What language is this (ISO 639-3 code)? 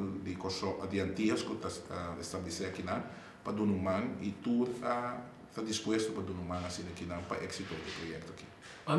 pap